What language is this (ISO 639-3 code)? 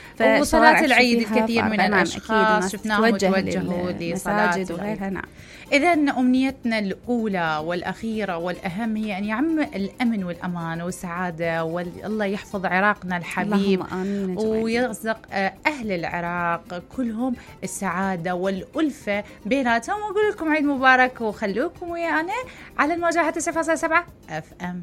acm